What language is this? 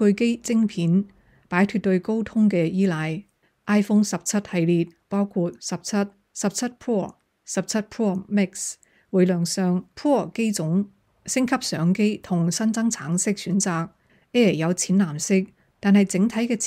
Cantonese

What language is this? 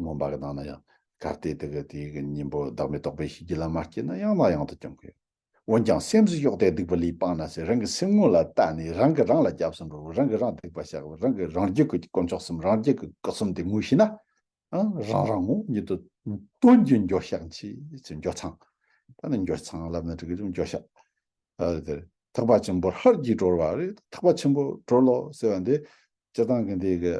Tibetan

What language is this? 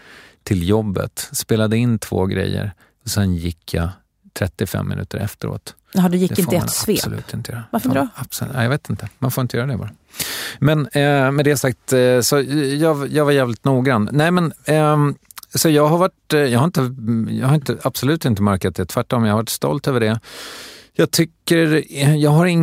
Swedish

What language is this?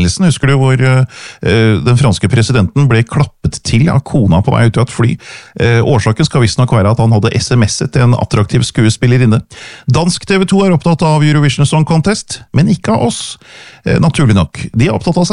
Norwegian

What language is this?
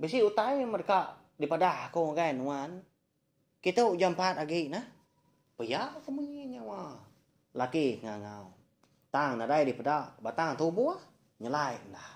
Iban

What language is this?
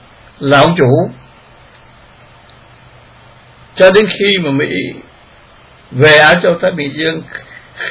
Vietnamese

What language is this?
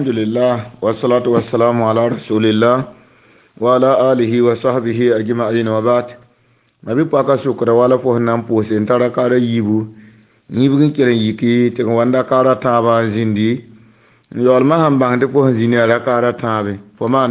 Mossi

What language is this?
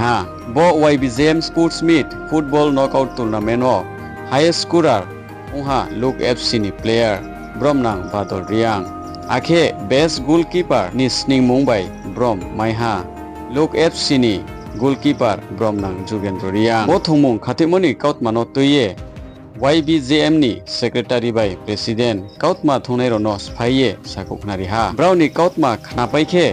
Riang (India)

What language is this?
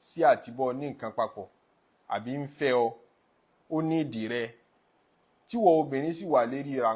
Yoruba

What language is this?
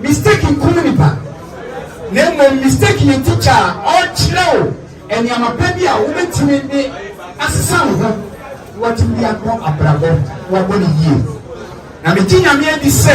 Akan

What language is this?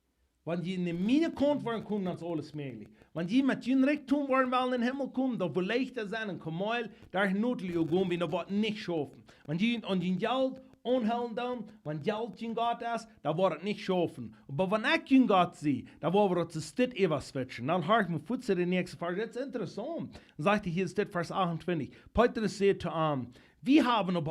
Plautdietsch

